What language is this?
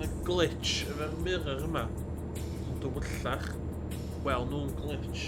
Welsh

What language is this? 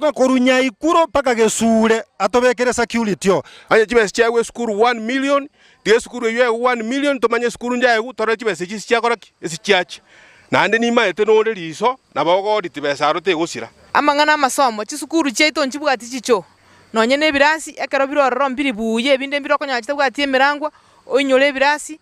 Gusii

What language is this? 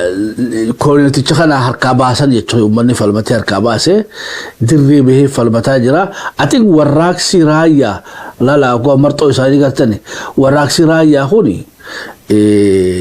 Oromo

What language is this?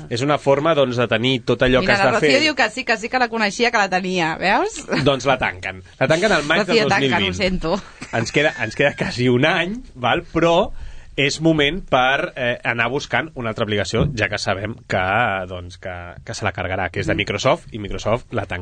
Catalan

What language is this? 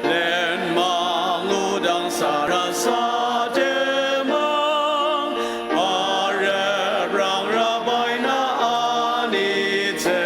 Ao Naga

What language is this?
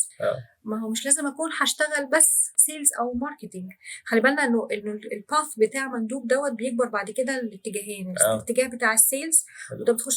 Egyptian Arabic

